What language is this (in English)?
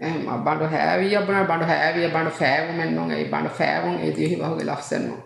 Divehi